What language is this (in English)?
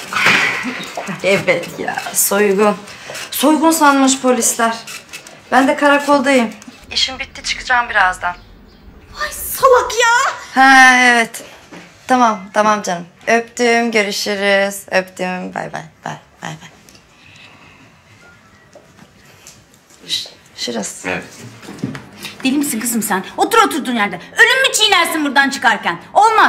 Turkish